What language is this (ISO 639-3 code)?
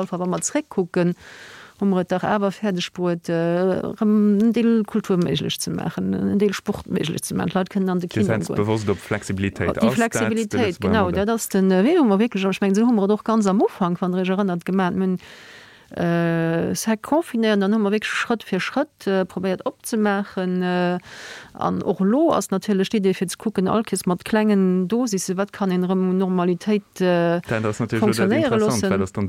ltz